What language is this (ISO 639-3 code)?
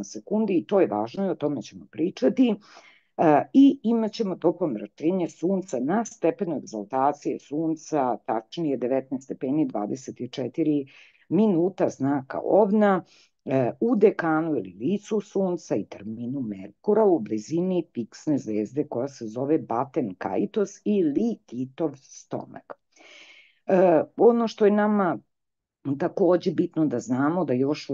srp